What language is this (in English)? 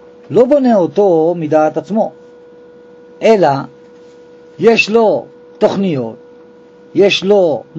Hebrew